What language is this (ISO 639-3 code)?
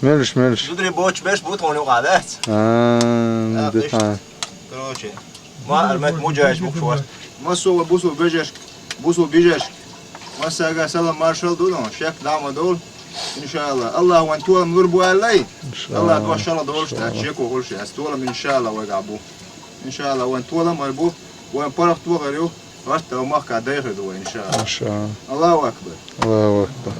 che